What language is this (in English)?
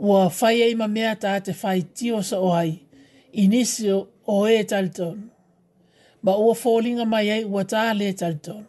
Samoan